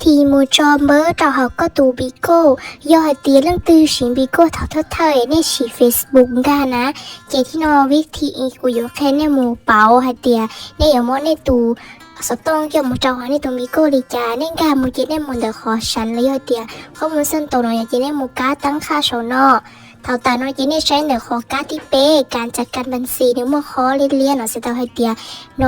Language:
Hmong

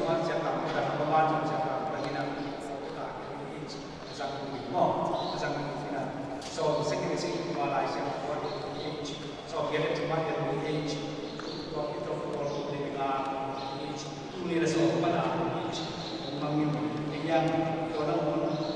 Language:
Tedim Chin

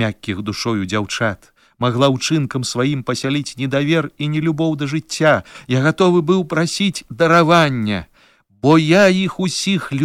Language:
Belarusian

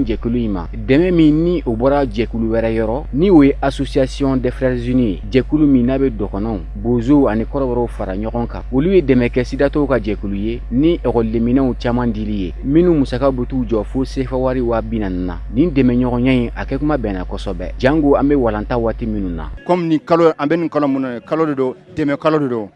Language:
Bambara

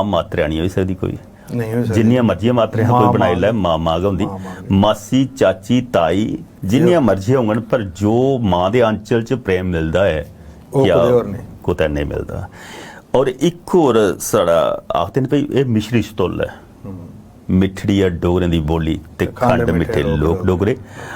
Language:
Dogri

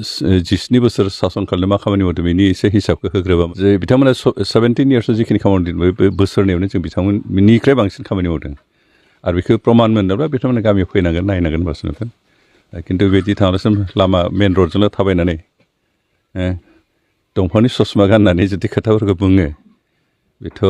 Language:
Bodo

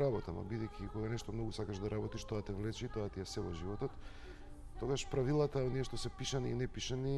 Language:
Macedonian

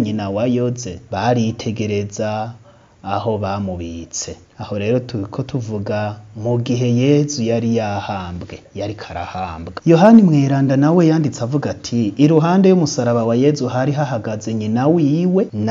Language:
Rundi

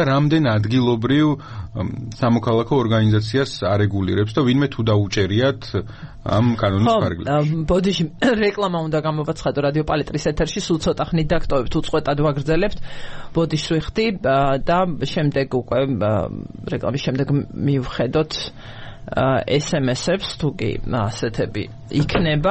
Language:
Georgian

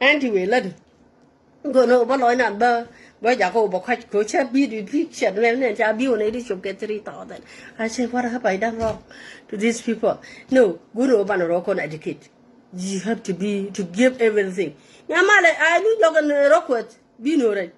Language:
Nuer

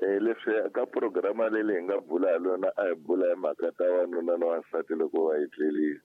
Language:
Tsonga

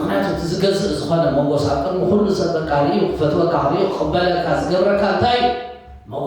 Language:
Tigrinya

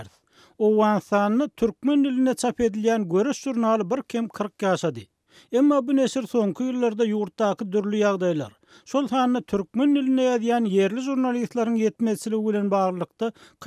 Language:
Turkmen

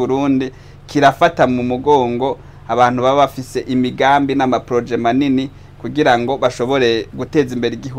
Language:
Rundi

